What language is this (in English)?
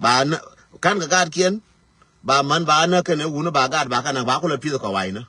Nuer